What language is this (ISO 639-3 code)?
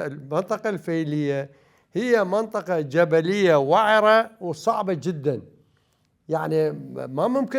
acm